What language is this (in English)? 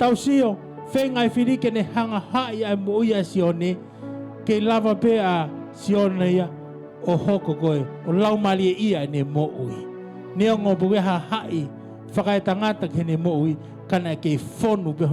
Tongan